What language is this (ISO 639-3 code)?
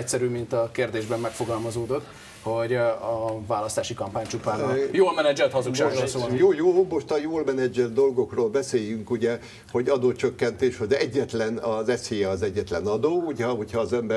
hun